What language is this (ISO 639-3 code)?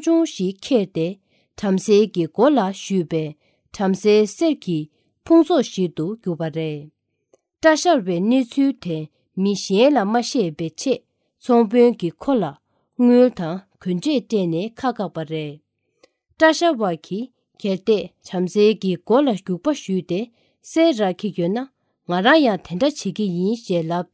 bod